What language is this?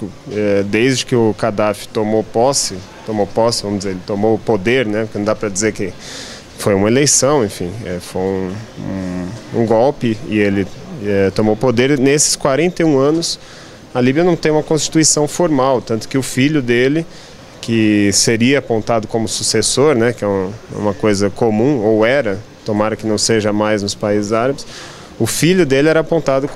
Portuguese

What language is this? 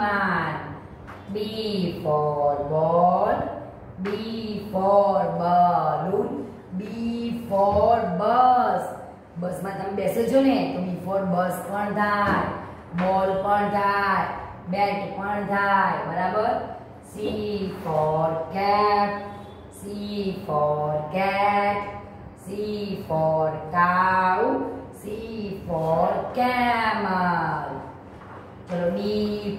Gujarati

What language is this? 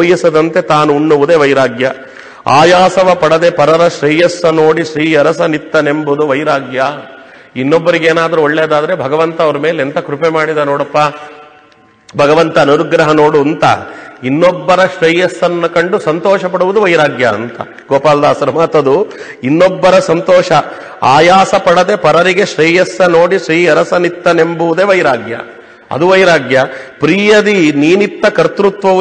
Kannada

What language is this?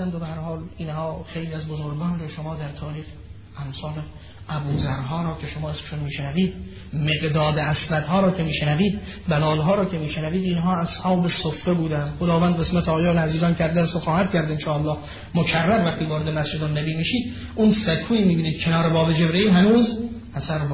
Persian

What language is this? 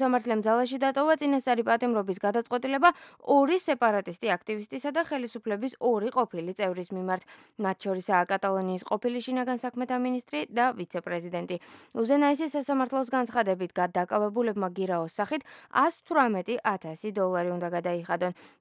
Georgian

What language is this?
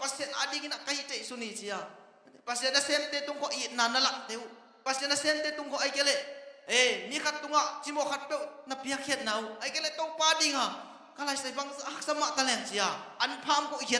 Tedim Chin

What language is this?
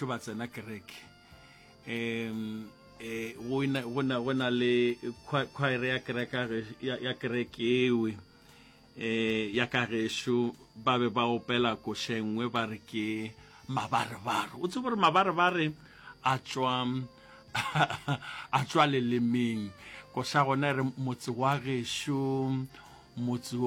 Northern Sotho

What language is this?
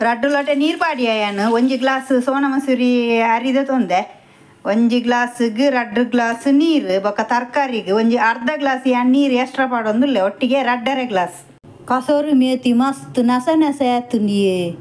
Tulu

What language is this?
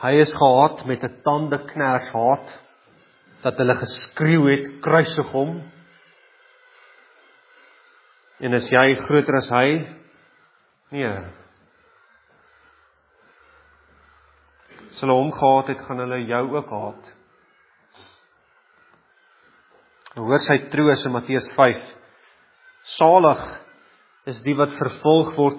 Afrikaans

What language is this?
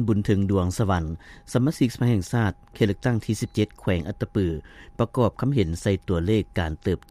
Lao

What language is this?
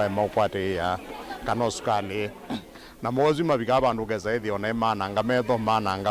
Kamba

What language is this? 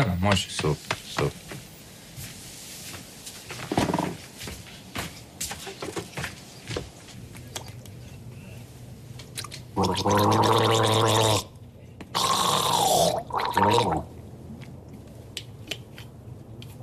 Croatian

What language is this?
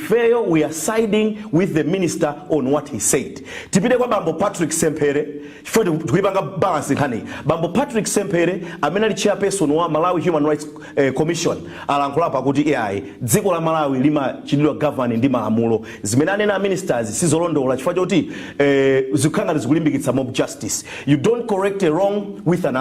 Nyanja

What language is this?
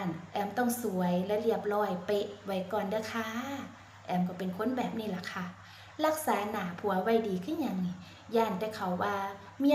Northeastern Thai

